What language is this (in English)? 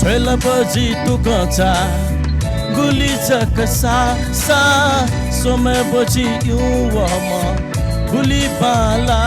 Newari